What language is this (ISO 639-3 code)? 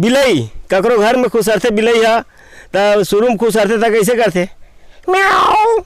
hne